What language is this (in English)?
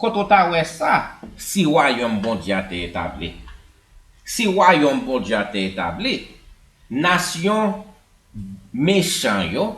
Haitian Creole